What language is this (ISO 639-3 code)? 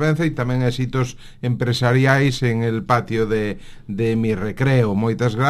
glg